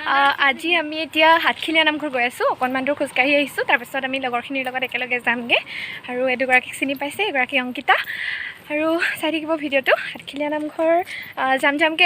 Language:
Assamese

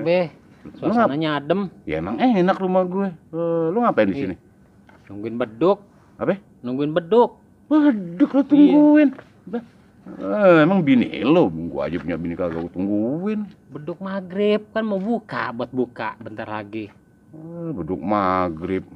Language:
Betawi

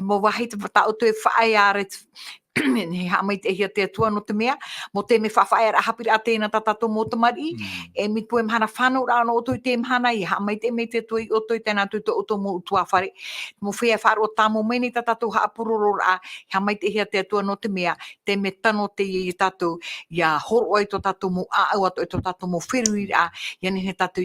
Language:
Tahitian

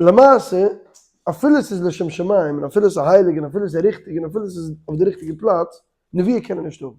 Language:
Yiddish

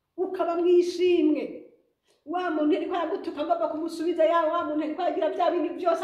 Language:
Rundi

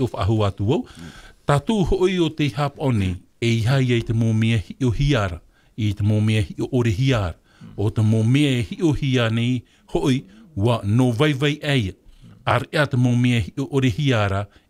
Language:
Tahitian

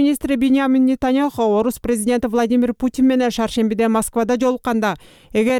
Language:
Kyrgyz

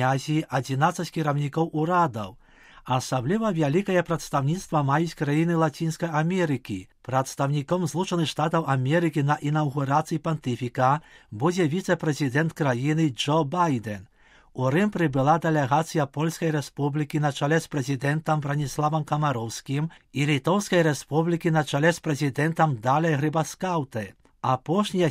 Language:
Belarusian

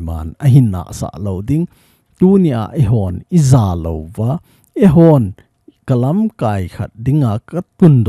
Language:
Thado Chin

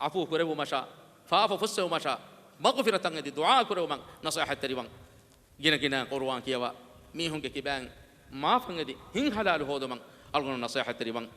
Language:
Divehi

